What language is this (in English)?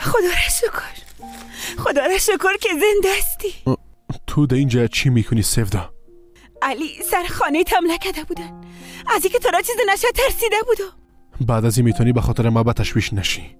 Persian